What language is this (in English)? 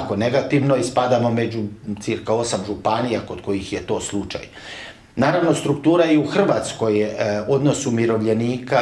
Croatian